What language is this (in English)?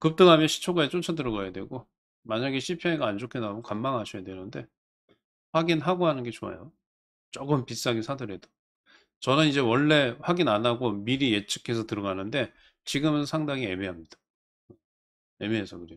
Korean